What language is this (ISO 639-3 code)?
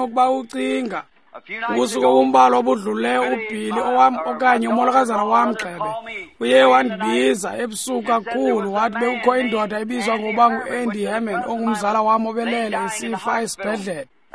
xho